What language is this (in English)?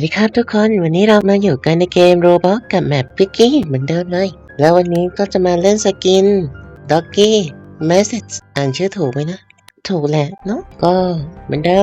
Lao